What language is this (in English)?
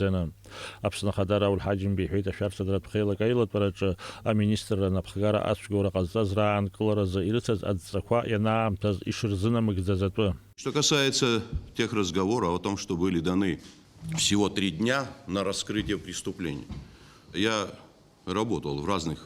Abkhazian